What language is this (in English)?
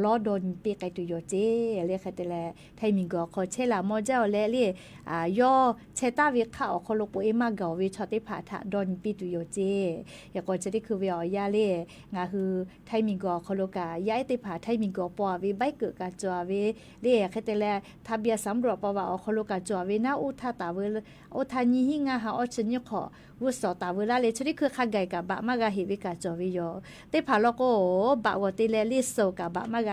Lahu